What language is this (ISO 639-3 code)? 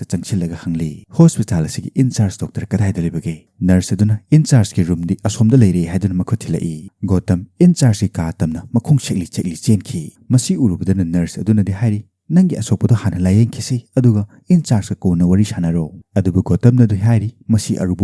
mni